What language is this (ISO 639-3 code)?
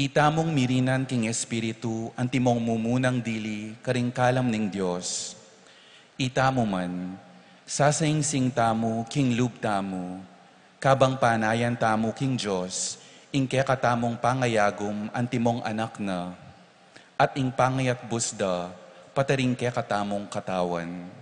pam